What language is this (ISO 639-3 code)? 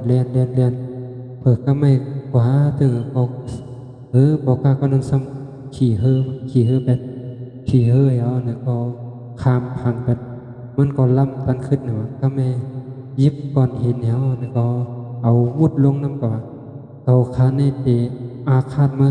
shn